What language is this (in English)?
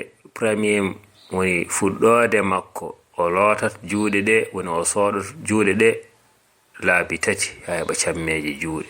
Fula